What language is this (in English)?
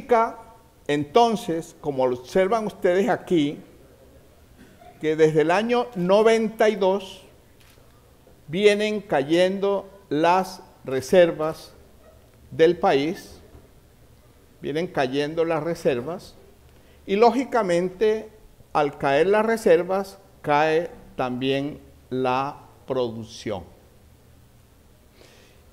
Spanish